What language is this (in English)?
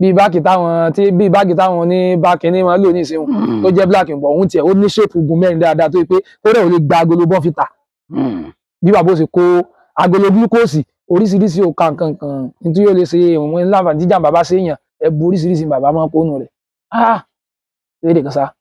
Yoruba